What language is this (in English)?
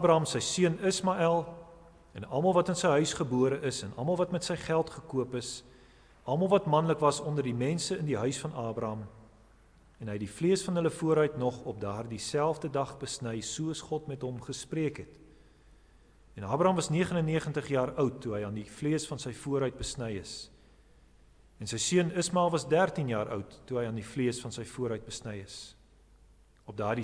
Afrikaans